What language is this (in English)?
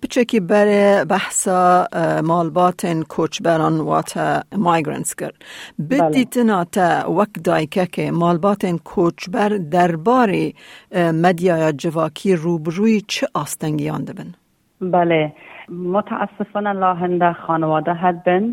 Kurdish